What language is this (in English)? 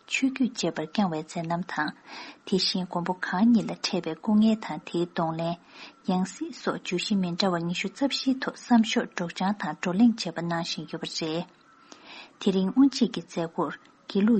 Tibetan